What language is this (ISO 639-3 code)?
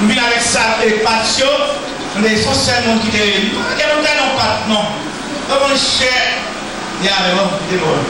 hat